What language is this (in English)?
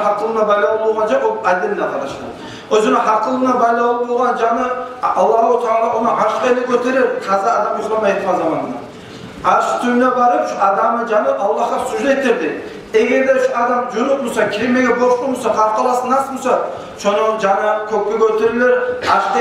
Kumyk